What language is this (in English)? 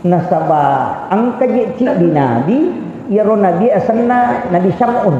Buginese